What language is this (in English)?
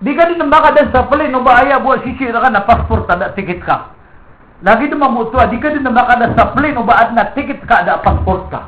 Maranao